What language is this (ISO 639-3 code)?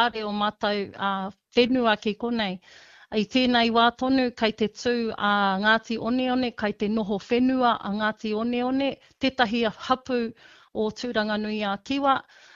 mri